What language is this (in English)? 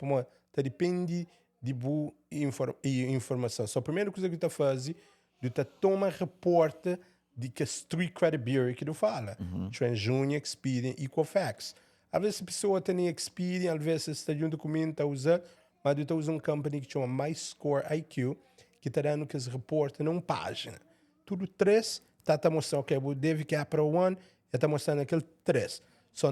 Kabuverdianu